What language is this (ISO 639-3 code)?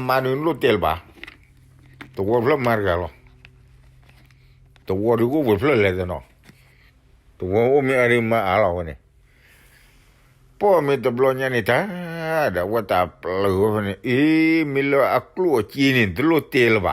ksw